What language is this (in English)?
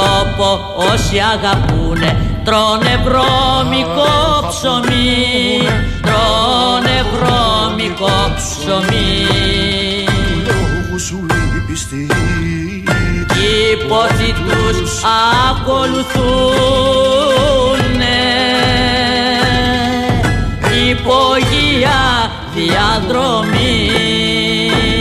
Greek